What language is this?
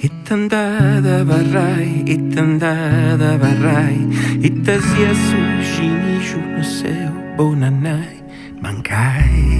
Sardinian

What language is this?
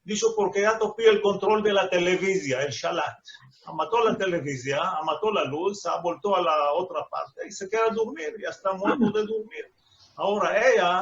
Ladino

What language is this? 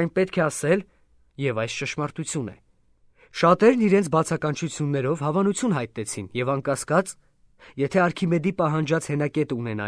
Armenian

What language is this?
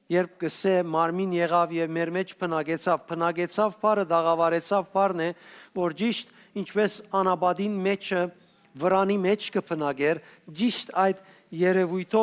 Western Armenian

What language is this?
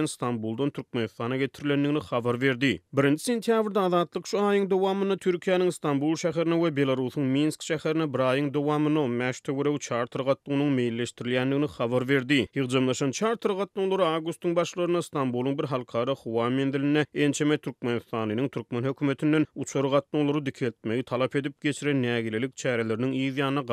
Turkmen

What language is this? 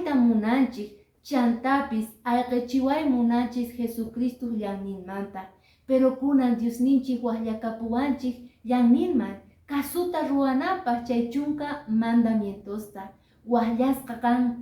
Quechua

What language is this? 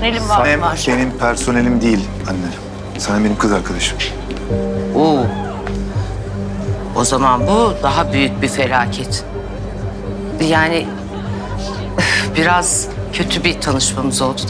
Turkish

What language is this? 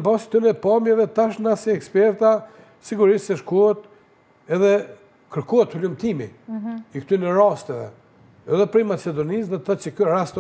Albanian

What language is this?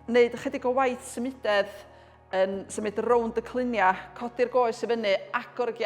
Welsh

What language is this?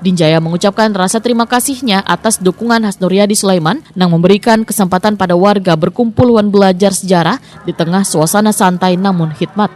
Banjar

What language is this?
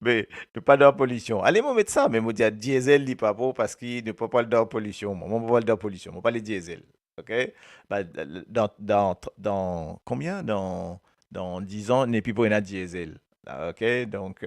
Morisyen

